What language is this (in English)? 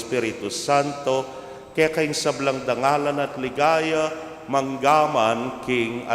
Pampanga